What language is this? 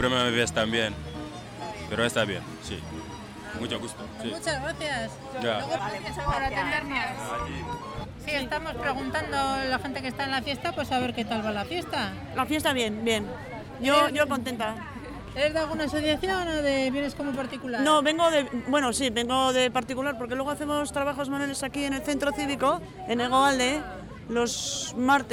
Spanish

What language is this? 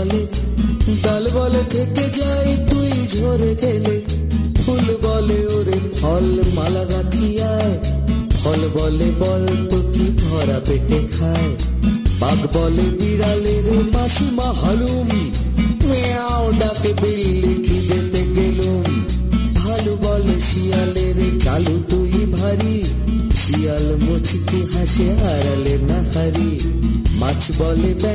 Bangla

